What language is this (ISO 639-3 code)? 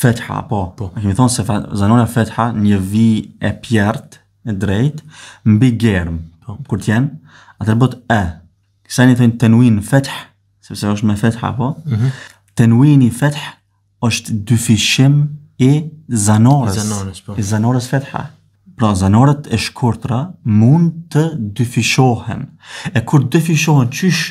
sqi